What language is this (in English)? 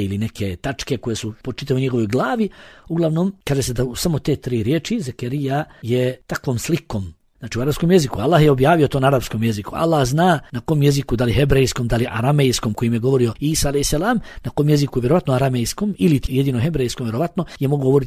Bosnian